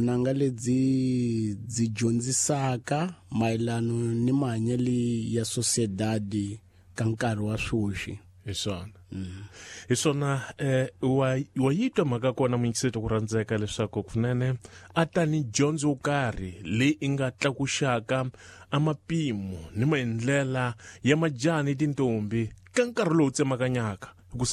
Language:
Tsonga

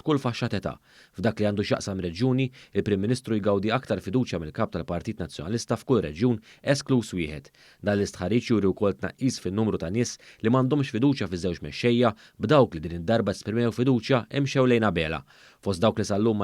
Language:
Maltese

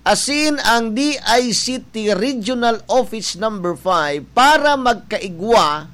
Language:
Bikol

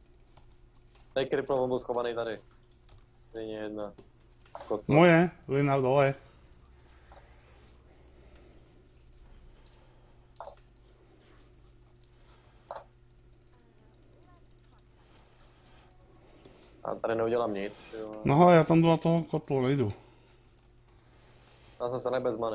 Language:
Czech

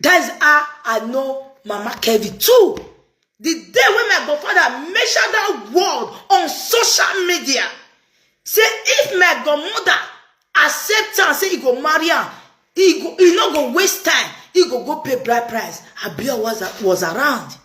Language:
Nigerian Pidgin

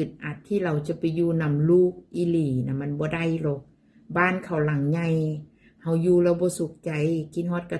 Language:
Northeastern Thai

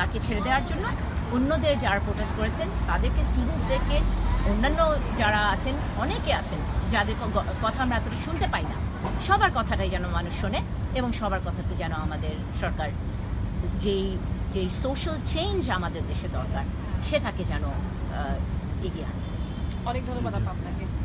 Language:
Bangla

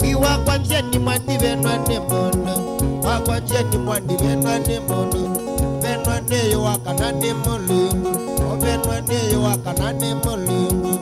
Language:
Kamba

